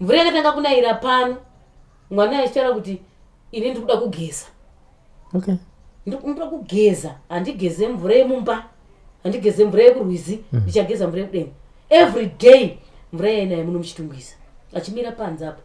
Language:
Shona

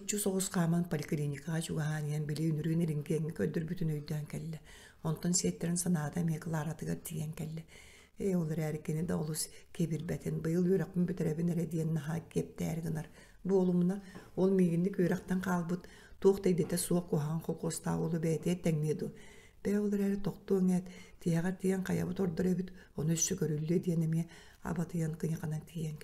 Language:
Yakut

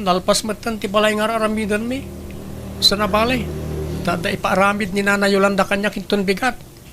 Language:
Iloko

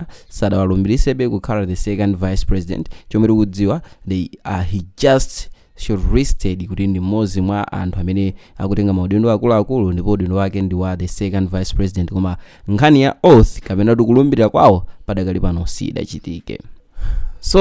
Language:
Nyanja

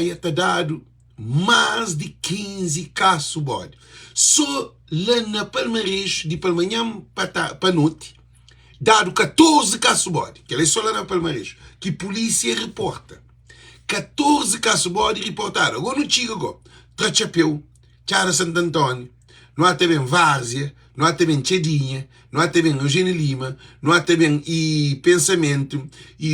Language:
Kabuverdianu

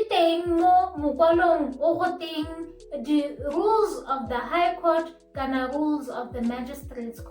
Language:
Tswana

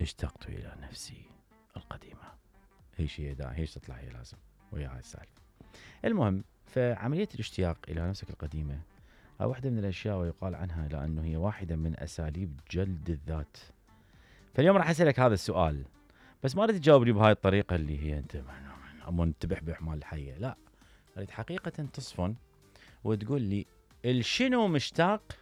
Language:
Mesopotamian Arabic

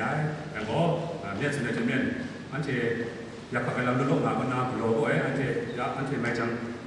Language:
Kachin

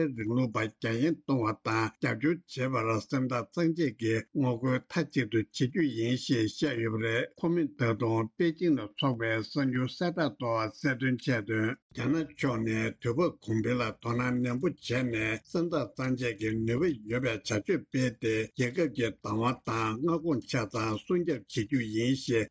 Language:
Tibetan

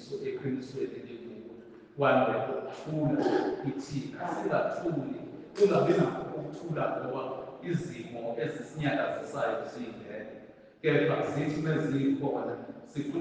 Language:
Zulu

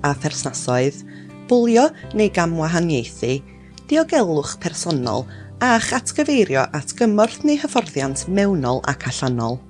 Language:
Welsh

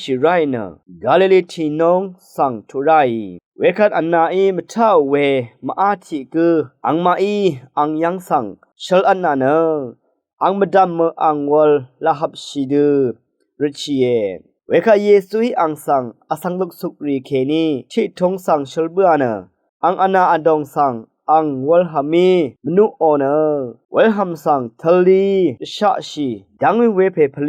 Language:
Rawang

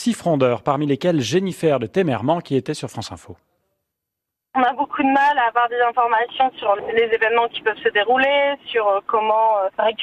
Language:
French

